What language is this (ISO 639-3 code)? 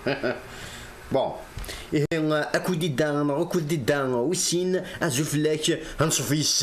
kab